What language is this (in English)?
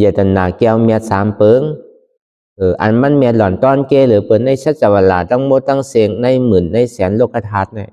Shan